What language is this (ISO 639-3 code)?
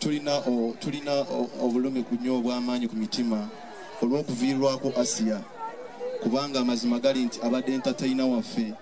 lug